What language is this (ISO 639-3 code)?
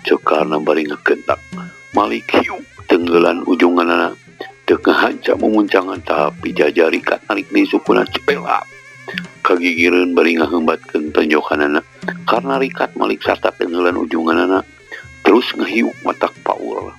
sun